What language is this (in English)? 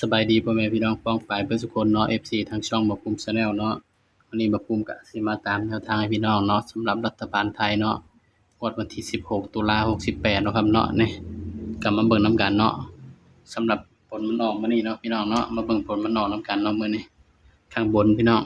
Northeastern Thai